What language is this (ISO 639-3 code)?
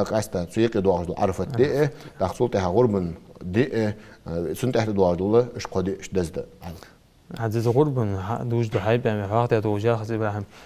inh